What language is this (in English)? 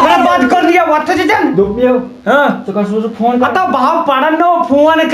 Kashmiri